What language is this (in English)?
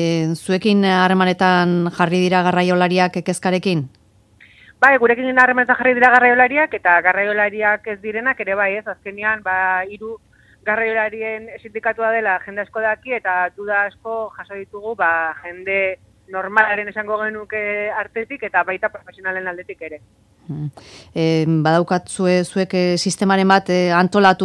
Basque